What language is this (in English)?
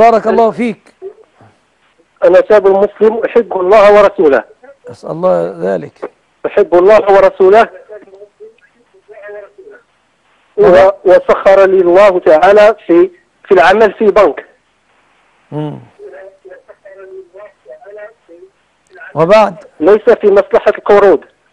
Arabic